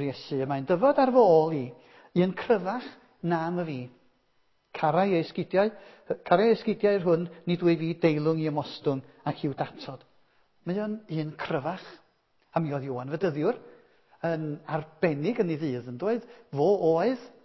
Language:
Welsh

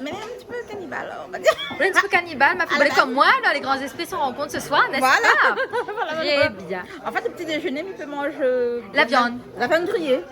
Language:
Réunion Creole French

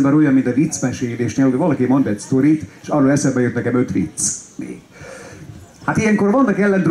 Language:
Hungarian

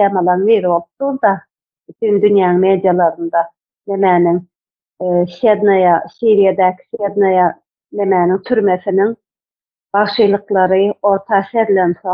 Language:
Turkmen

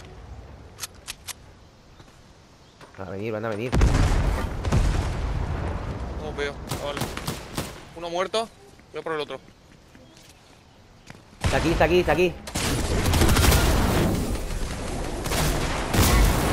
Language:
Spanish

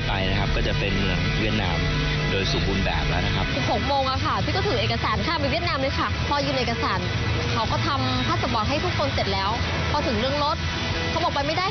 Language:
Thai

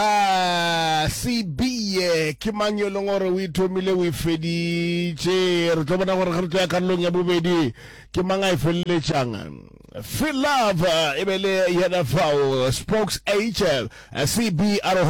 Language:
Northern Sotho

